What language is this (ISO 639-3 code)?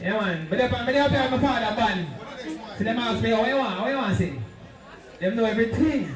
jam